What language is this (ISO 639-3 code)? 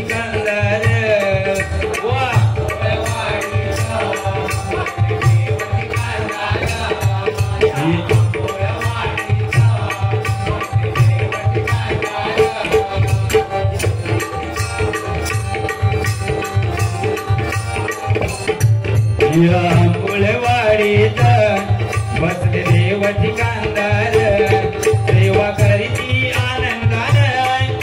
mar